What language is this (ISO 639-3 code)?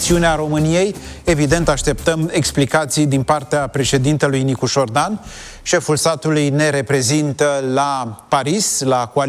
ron